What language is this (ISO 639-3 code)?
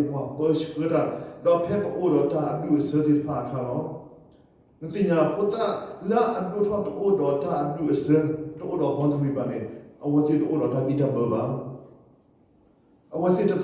ksw